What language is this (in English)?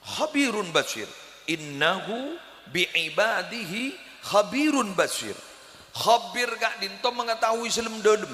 Madurese